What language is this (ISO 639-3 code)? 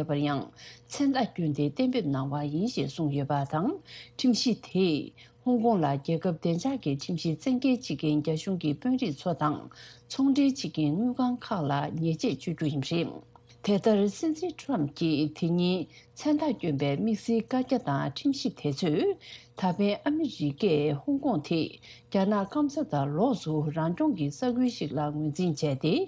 bod